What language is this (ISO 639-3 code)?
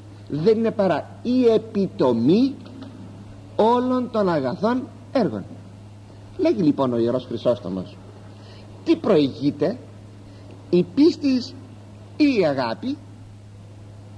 ell